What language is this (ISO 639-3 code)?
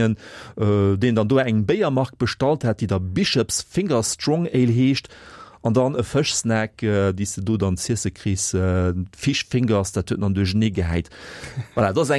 ltz